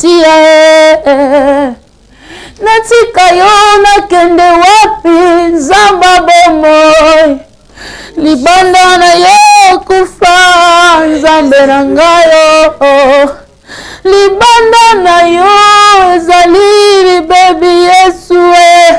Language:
Lingala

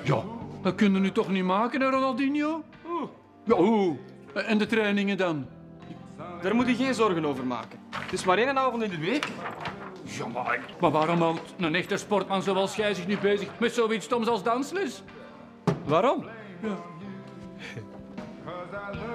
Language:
Dutch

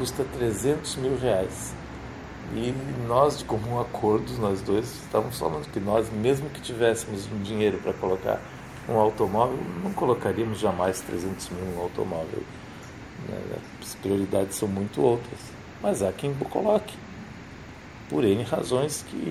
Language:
Portuguese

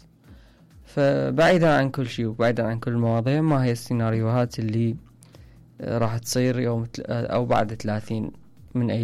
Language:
Mesopotamian Arabic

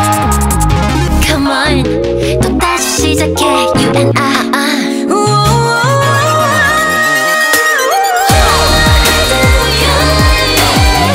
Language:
Korean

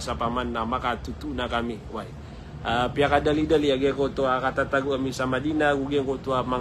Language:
Maranao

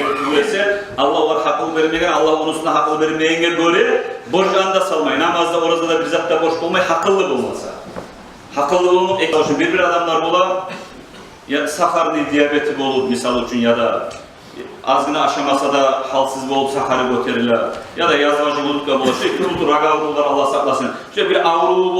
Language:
Kumyk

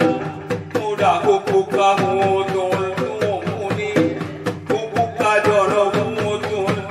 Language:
Batak Angkola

